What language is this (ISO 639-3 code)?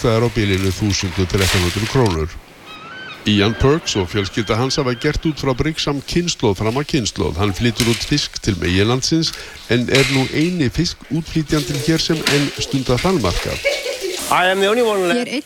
isl